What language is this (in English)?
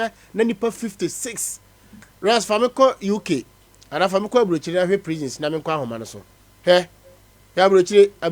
Akan